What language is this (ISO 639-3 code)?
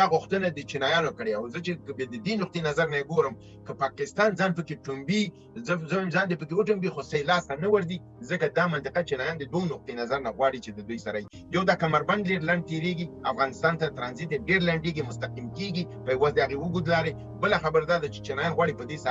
pus